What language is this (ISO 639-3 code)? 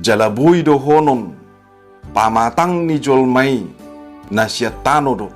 bbc